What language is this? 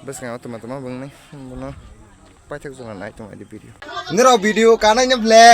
Kok Borok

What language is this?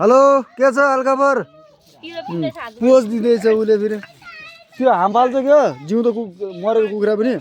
Nepali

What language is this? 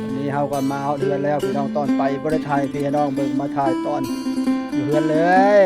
Northeastern Thai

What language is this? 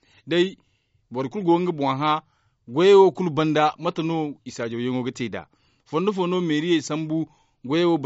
Zarma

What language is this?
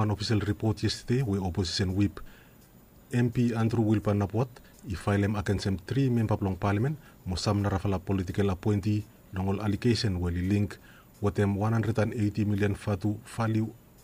Bislama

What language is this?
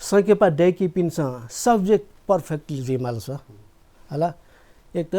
Newari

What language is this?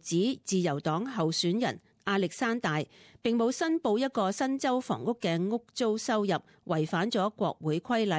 Cantonese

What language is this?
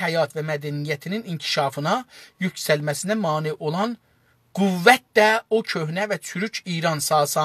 South Azerbaijani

